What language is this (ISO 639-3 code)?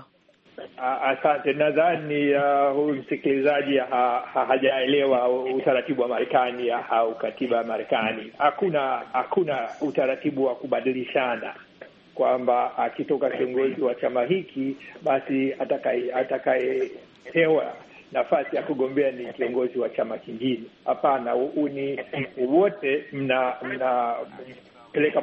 swa